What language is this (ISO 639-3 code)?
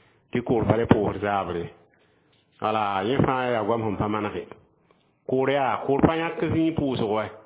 mos